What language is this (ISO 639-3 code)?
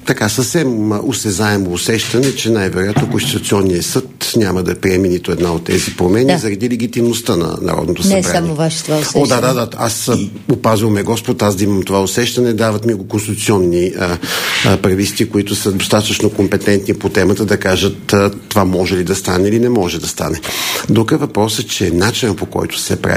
bul